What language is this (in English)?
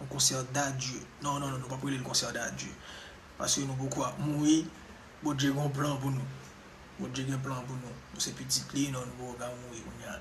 Haitian Creole